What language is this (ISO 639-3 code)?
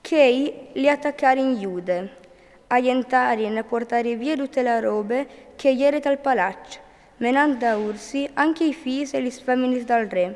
fur